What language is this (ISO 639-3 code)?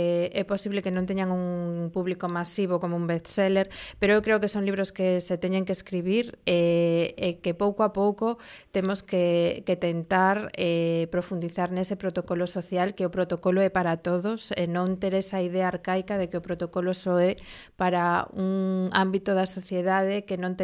glg